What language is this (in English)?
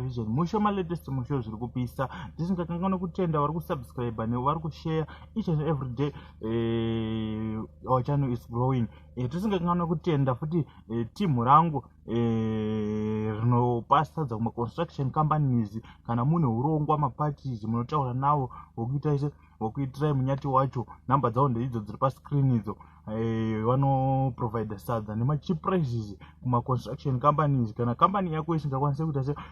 Shona